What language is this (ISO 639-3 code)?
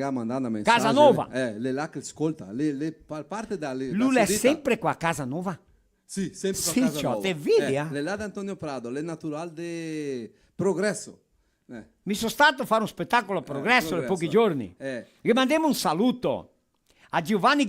vec